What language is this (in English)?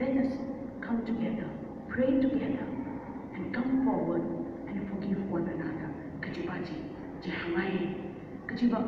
Tangkhul Naga (India)